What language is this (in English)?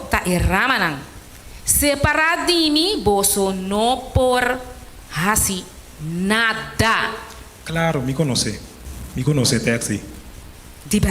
Papiamento